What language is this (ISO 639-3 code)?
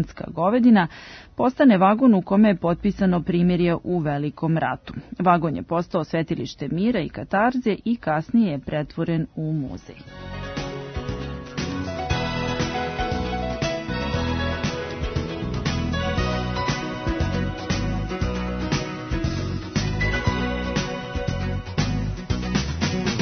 srp